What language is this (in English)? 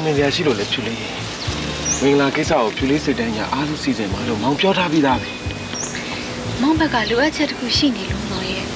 Burmese